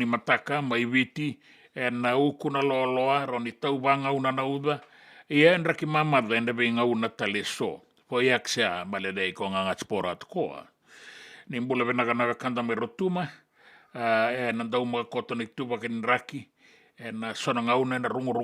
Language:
Fijian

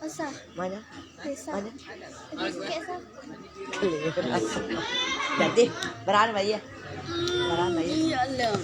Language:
Minangkabau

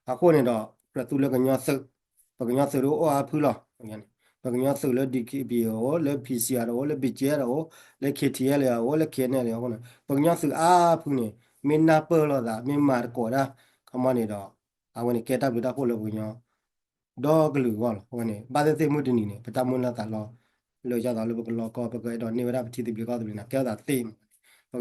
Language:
S'gaw Karen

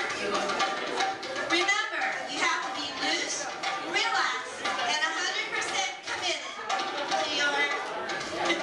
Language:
English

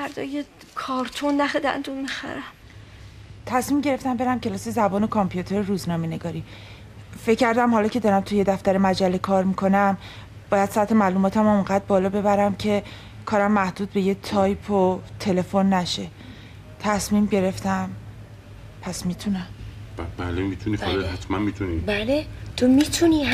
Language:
Persian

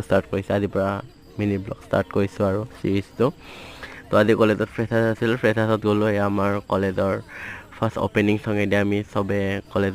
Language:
Assamese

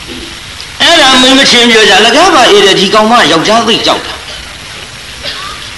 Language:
Burmese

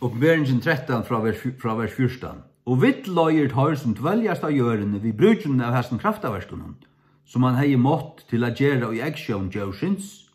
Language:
Faroese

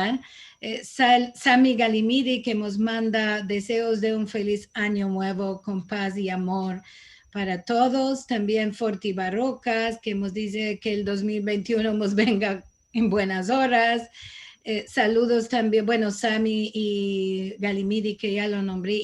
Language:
Ladino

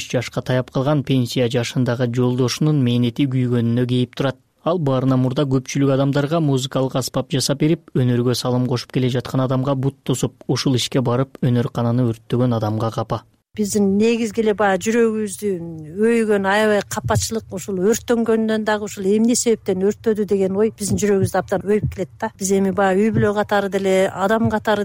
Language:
Kyrgyz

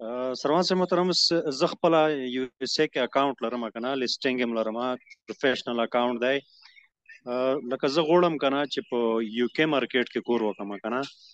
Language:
Pashto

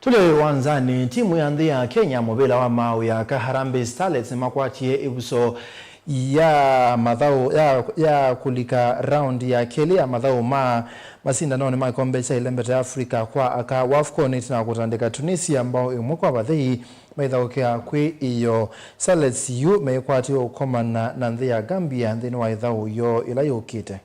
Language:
Kamba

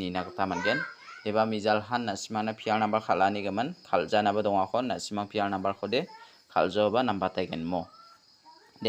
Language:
Garo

